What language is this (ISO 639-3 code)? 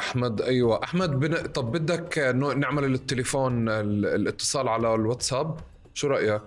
apc